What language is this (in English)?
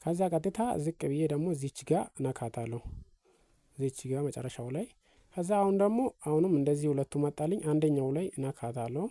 Amharic